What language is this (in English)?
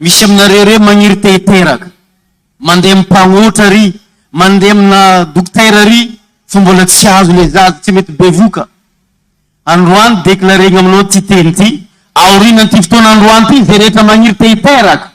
Malagasy